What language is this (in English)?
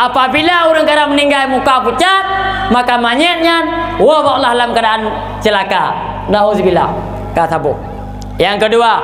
Achinese